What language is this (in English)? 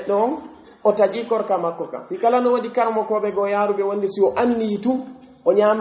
Pular